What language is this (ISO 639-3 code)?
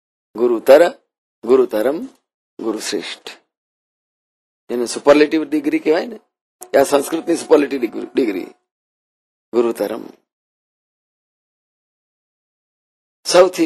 guj